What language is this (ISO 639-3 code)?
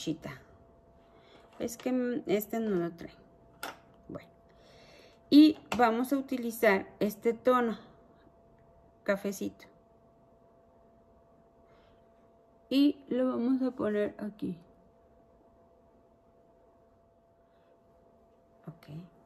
spa